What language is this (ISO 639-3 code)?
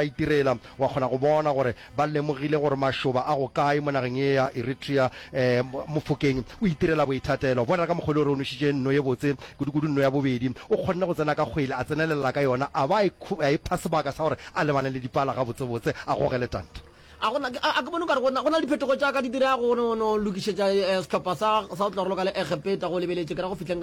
nso